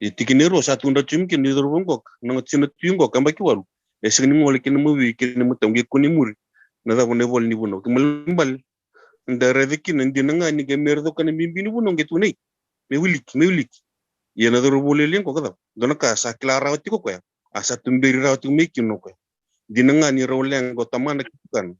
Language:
Fijian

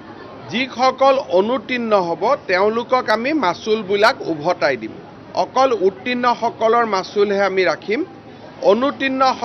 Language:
Assamese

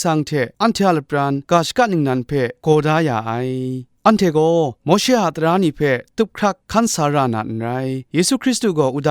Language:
Kachin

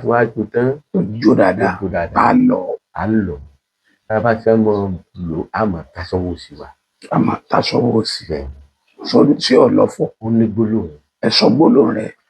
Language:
Yoruba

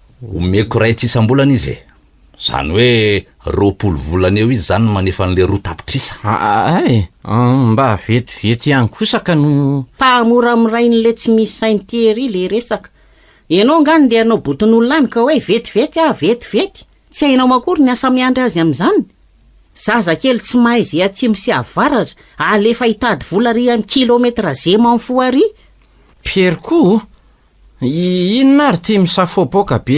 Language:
Malagasy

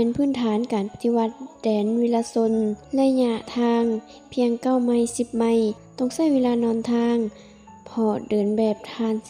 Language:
Lao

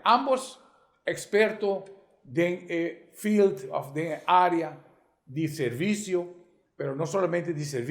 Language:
Papiamento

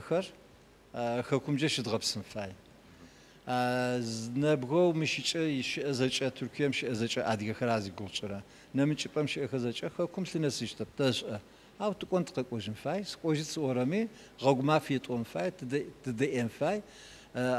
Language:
Adyghe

